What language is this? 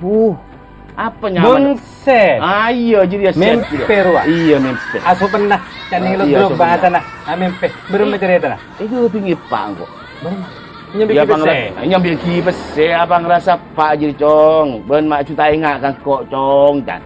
Madurese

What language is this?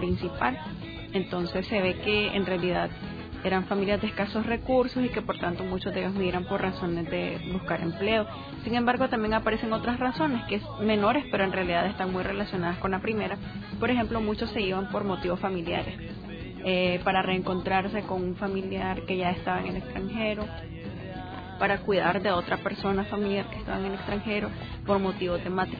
Spanish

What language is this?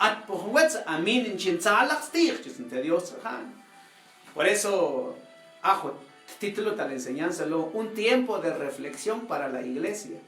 Mam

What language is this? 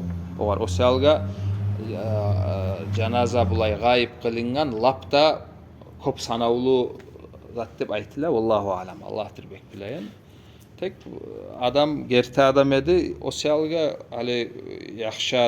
Kumyk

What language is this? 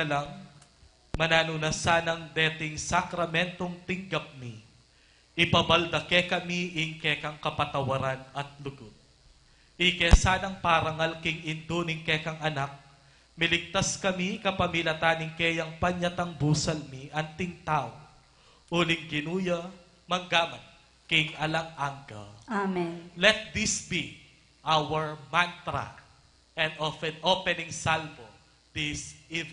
Pampanga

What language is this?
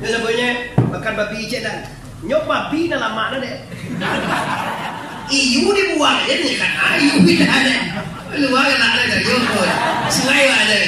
Minangkabau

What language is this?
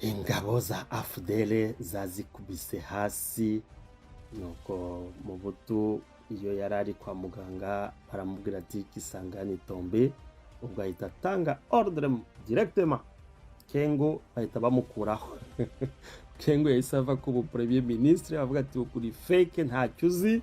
Kinyarwanda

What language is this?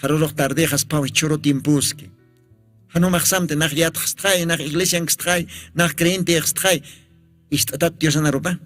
Aymara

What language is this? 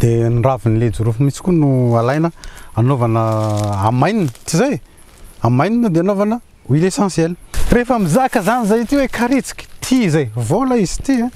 Malagasy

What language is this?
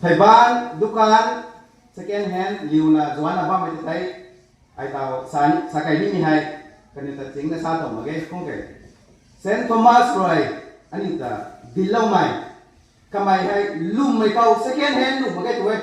Rongmei Naga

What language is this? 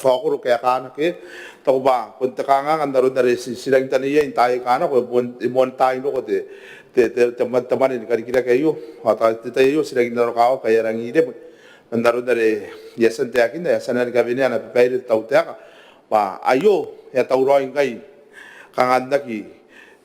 Gilbertese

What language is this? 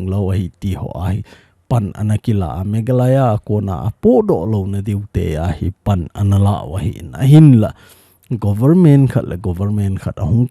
Thado Chin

